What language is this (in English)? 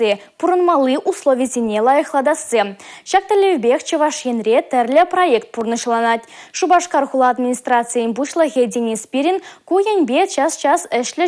Chuvash